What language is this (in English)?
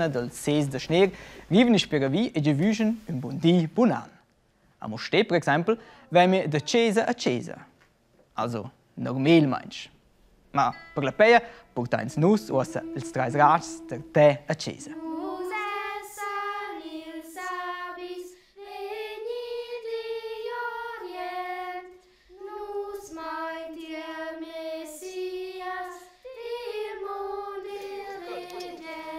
Romansh